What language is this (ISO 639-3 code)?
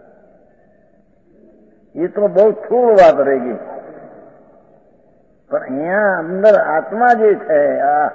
guj